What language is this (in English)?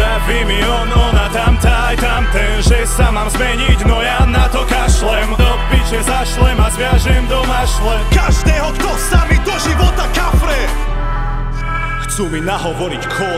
Slovak